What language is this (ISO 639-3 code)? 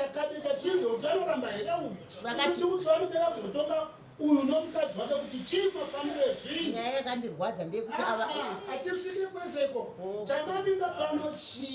sna